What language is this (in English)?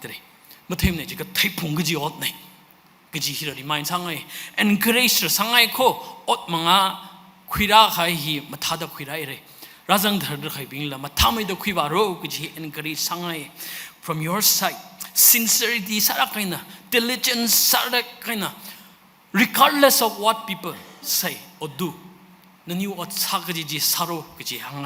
Tangkhul Naga (India)